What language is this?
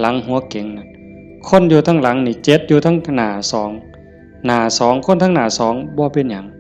Northeastern Thai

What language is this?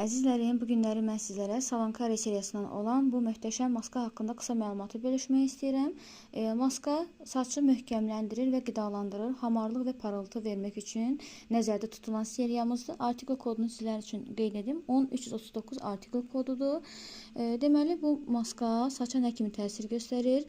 Azerbaijani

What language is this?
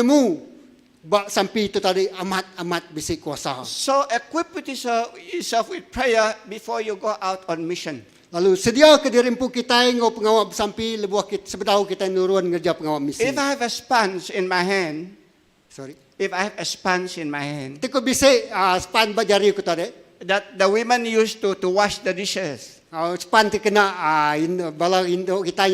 Iban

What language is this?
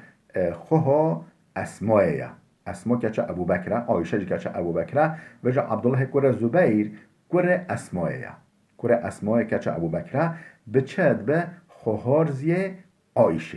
Kurdish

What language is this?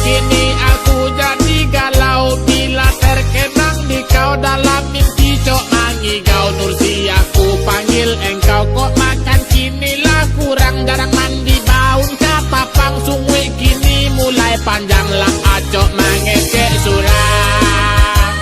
Minangkabau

